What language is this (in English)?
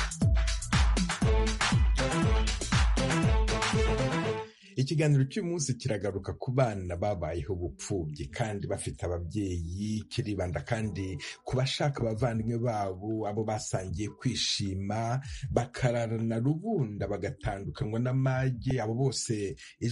Kinyarwanda